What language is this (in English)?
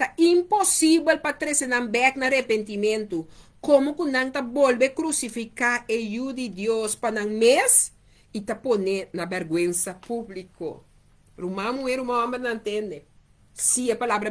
Papiamento